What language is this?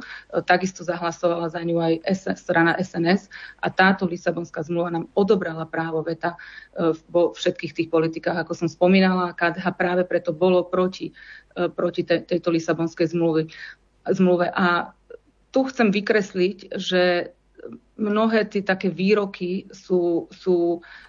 Slovak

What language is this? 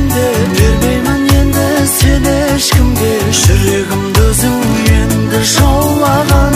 Kazakh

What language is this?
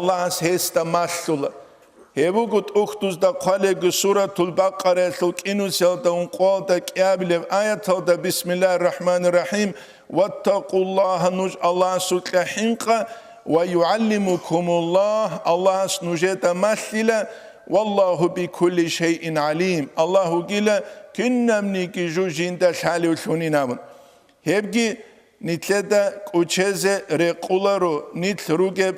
Avaric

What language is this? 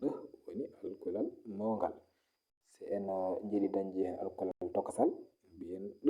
Fula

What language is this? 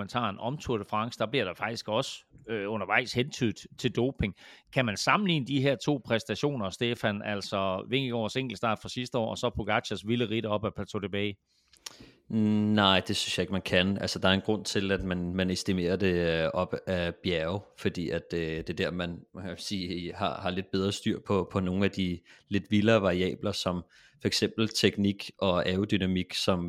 Danish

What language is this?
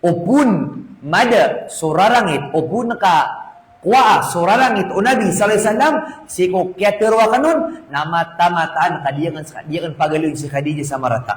Maranao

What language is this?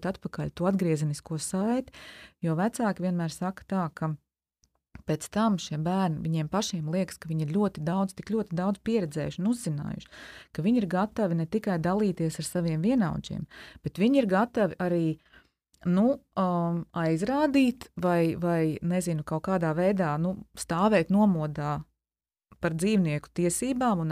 Latvian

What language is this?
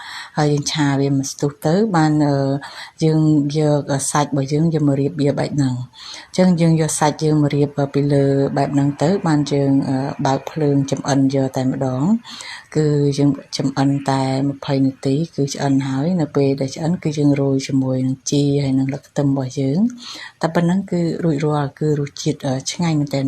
Khmer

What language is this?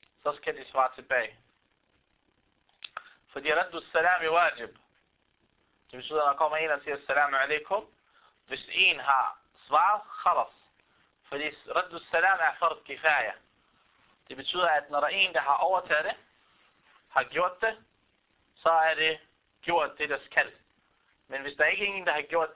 Danish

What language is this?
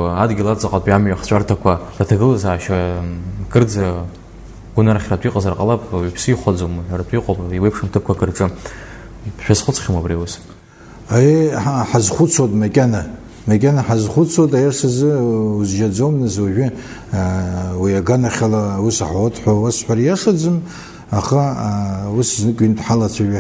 Abkhazian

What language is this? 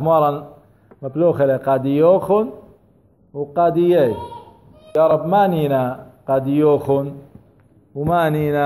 Assyrian Neo-Aramaic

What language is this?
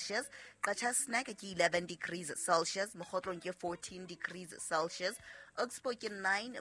Southern Sotho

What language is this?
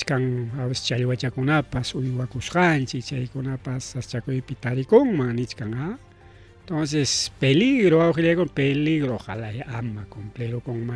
Ayacucho Quechua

